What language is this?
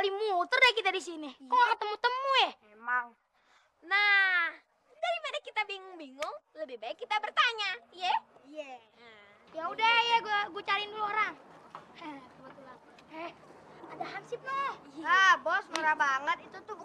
Betawi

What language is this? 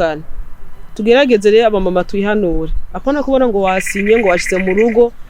Rundi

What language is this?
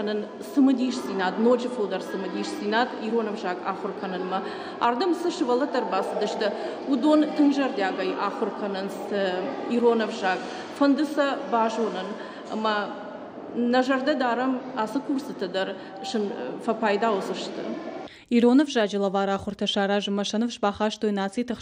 Ossetic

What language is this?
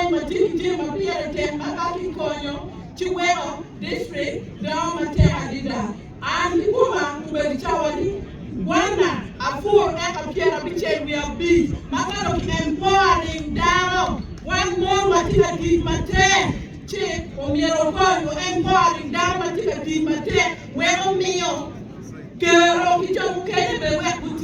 Acoli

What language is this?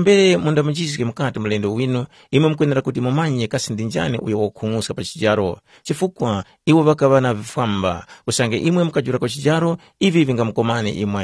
Tumbuka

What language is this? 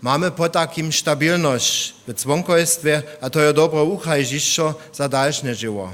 Upper Sorbian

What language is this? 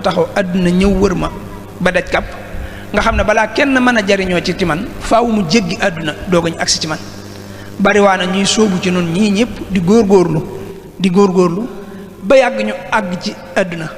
Wolof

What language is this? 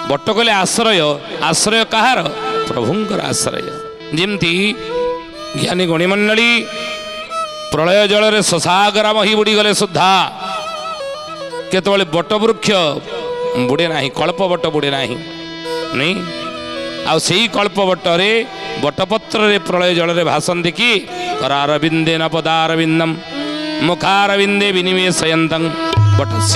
Odia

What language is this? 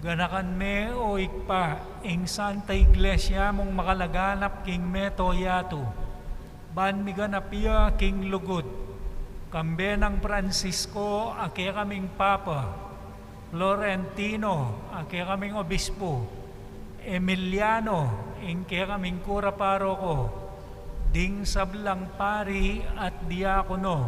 Pampanga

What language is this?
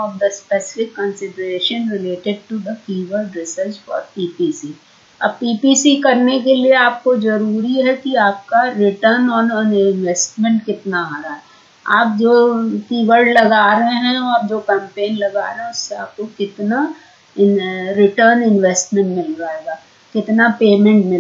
Hindi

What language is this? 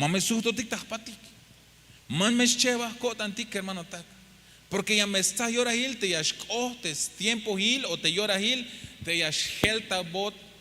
Tzeltal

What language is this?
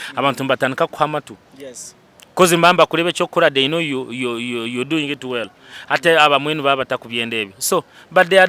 Nyankole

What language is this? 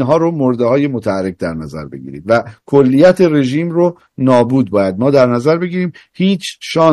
Persian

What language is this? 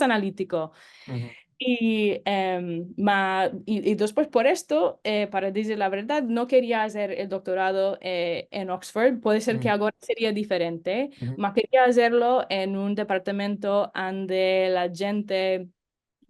Ladino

